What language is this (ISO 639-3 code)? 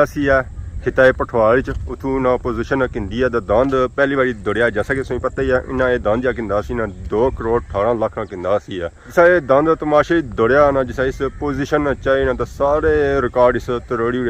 phr